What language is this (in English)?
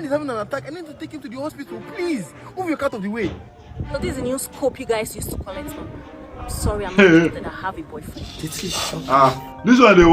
Nigerian Pidgin